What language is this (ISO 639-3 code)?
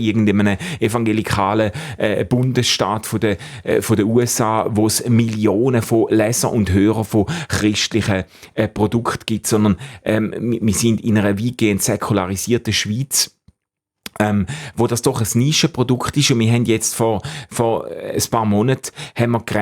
gsw